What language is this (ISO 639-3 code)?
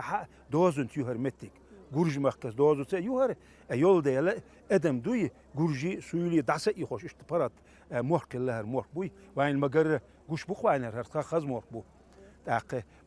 che